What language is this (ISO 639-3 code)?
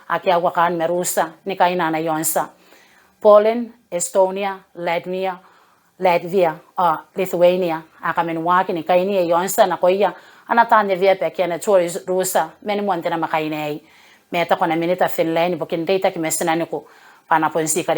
gil